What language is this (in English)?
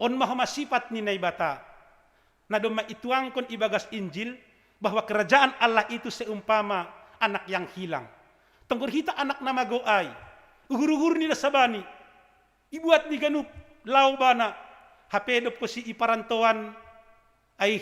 Batak Simalungun